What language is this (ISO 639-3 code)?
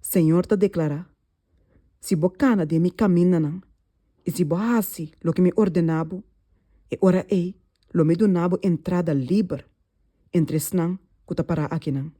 pap